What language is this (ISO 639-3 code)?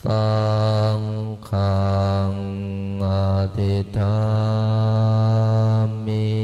pli